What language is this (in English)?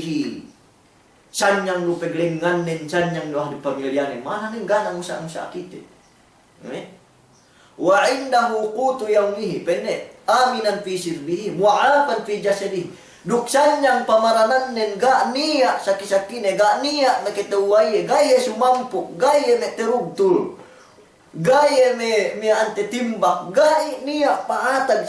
Yakan